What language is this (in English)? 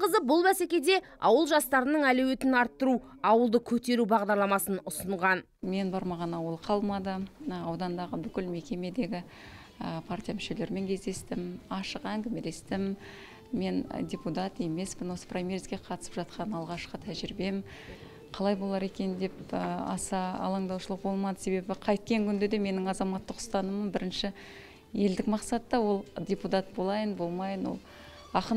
Kazakh